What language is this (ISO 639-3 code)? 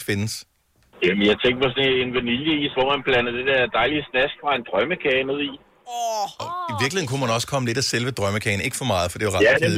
dan